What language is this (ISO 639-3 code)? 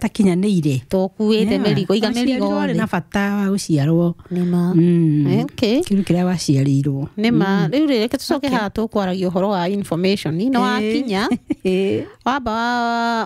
kik